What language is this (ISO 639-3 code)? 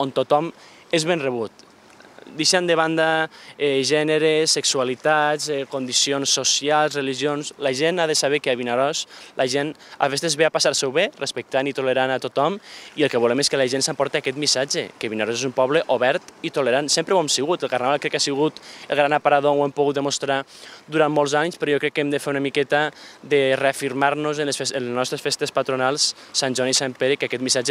cat